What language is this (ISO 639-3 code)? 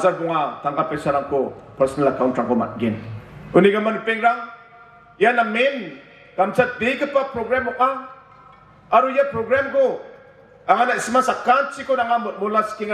grt